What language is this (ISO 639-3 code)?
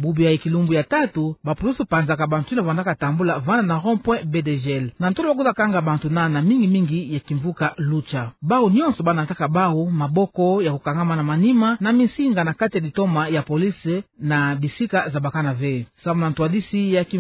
ktu